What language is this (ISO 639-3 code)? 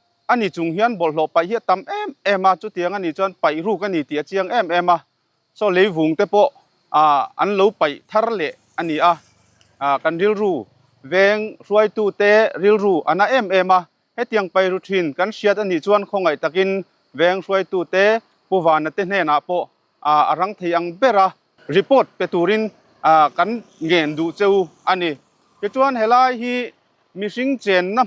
lus